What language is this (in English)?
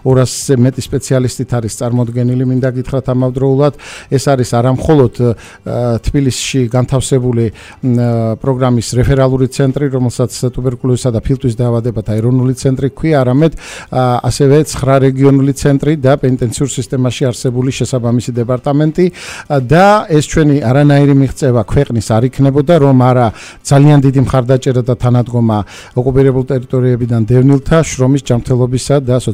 Georgian